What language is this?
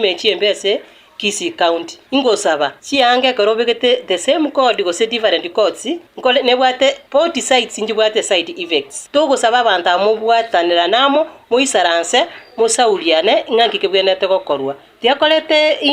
Gusii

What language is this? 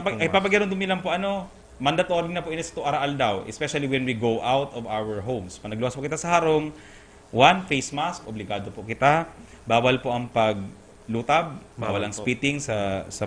Bikol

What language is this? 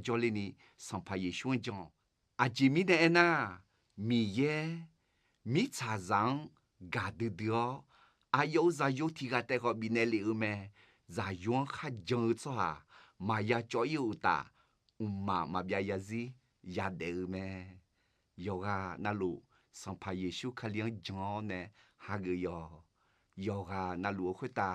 Akha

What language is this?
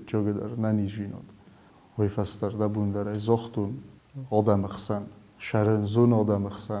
Ossetic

